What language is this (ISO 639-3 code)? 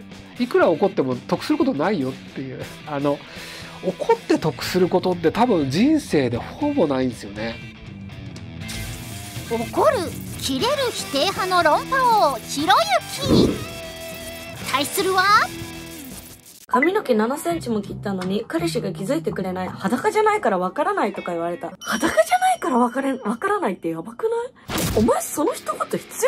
jpn